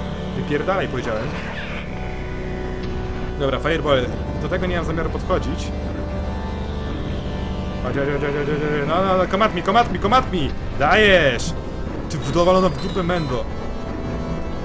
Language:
Polish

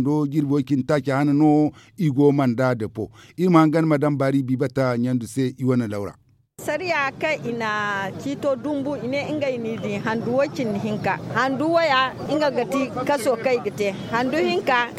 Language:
Zarma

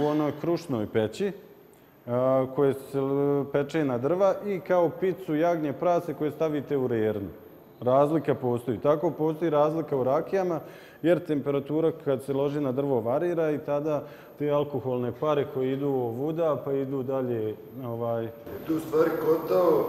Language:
Bosnian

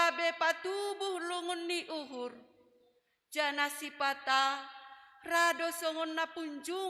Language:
Batak Simalungun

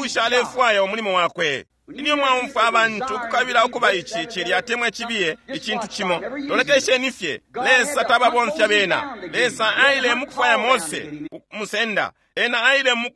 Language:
Bemba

